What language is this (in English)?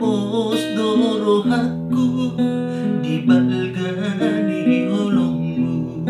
Batak Toba